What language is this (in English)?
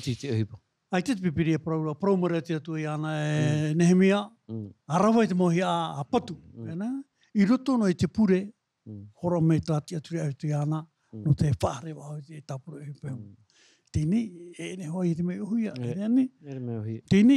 Tahitian